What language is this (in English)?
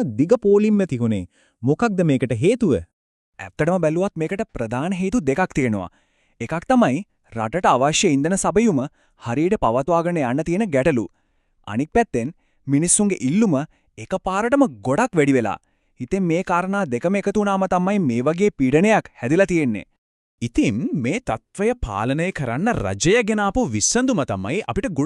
Sinhala